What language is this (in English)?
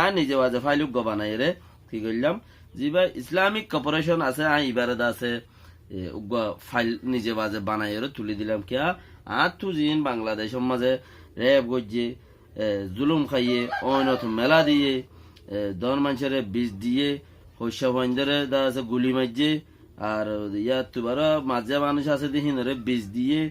Rohingya